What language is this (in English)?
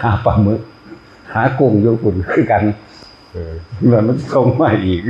Northeastern Thai